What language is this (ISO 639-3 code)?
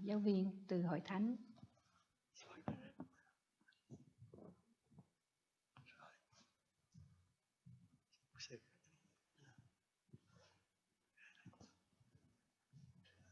vie